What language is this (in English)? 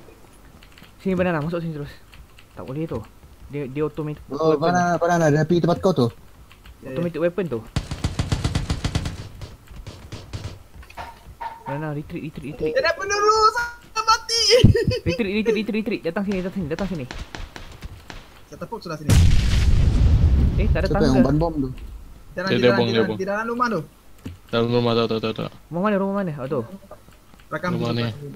Malay